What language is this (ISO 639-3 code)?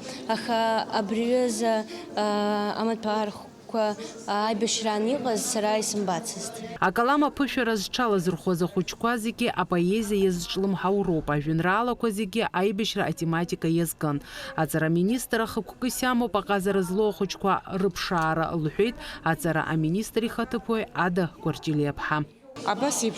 abk